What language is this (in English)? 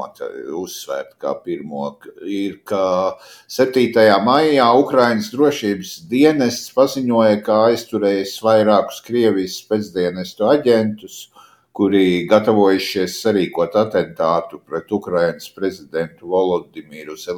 Latvian